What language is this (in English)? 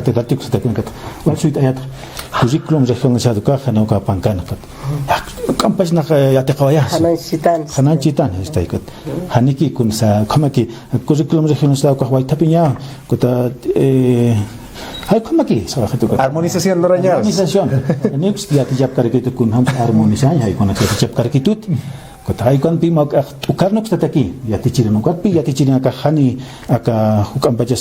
Aymara